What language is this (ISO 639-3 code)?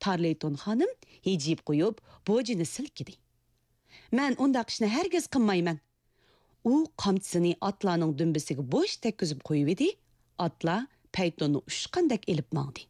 uig